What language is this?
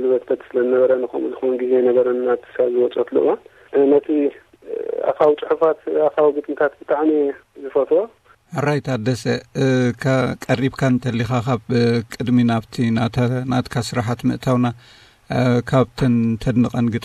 Tigrinya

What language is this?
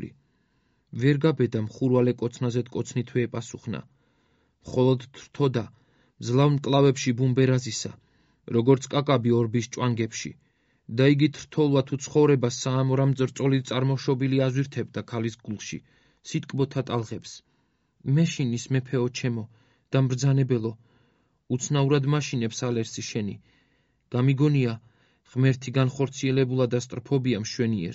Georgian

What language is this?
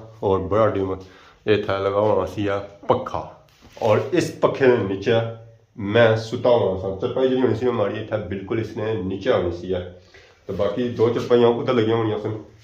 Pahari-Potwari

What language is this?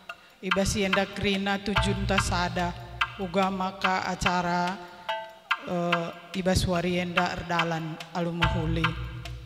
Batak Karo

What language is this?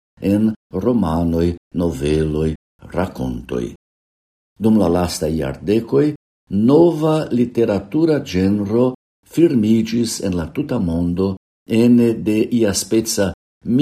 Esperanto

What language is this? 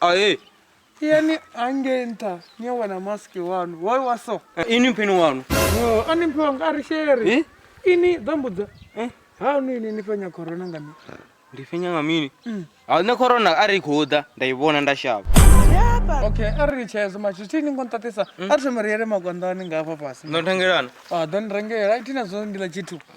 Venda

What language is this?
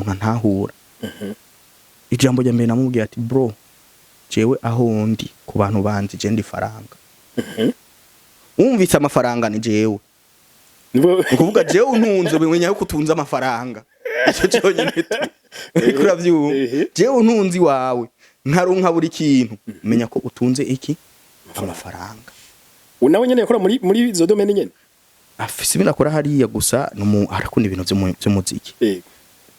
Rundi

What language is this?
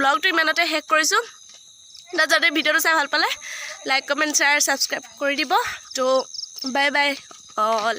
Assamese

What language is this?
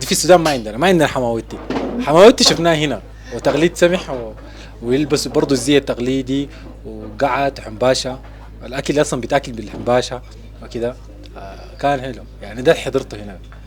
Sudanese Arabic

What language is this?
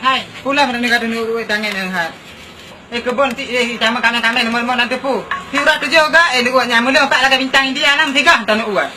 Achinese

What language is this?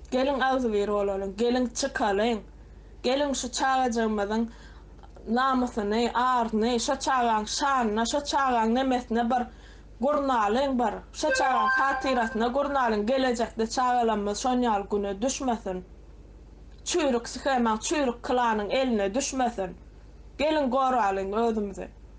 Turkmen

